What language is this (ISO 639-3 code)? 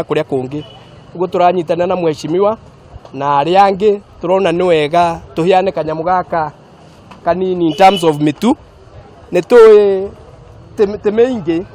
kik